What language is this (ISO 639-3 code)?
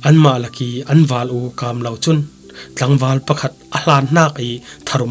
cfm